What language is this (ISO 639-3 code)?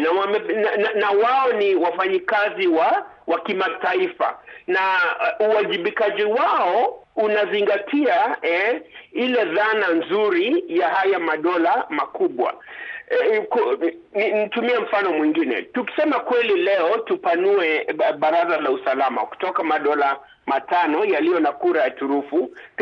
swa